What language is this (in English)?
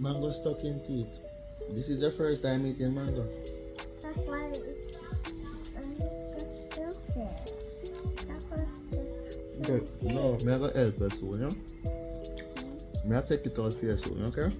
Jamaican Creole English